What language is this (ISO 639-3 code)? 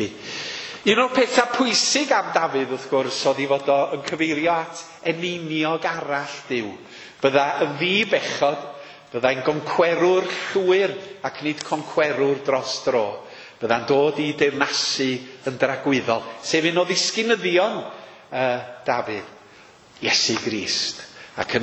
cym